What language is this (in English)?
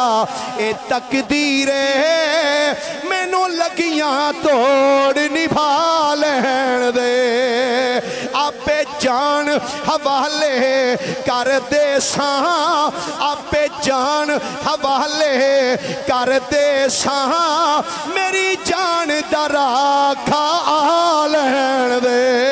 Western Panjabi